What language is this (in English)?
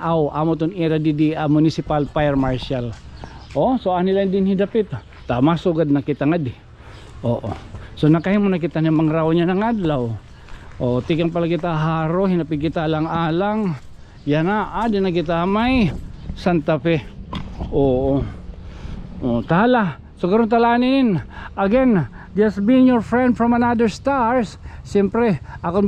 Waray